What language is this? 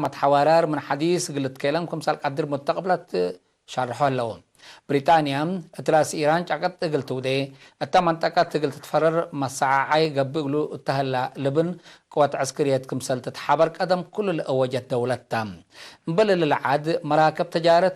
Tigre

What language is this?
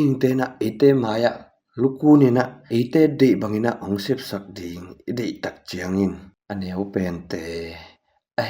Tedim Chin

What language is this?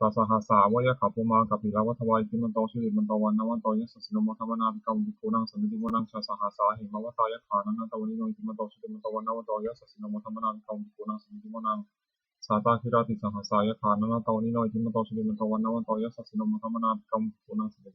Pali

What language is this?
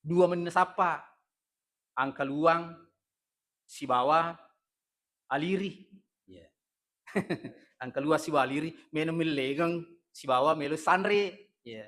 Buginese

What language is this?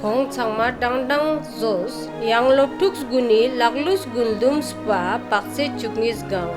Ladakhi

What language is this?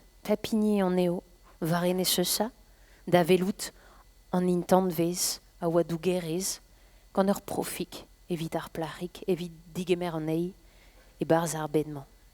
Breton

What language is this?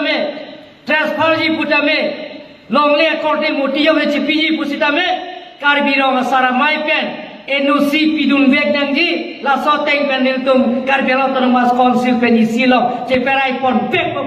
Karbi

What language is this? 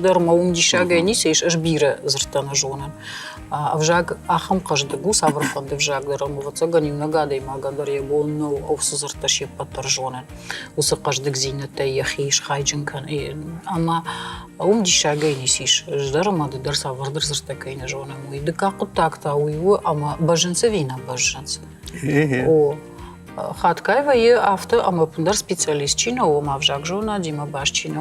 Ossetic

